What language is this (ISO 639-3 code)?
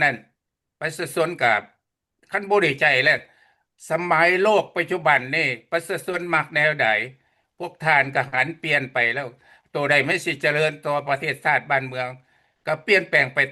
lao